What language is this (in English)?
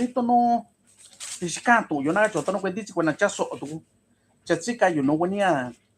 Mixtepec Mixtec